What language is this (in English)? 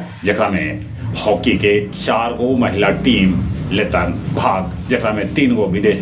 Magahi